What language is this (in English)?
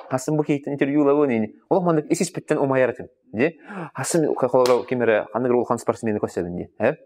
Yakut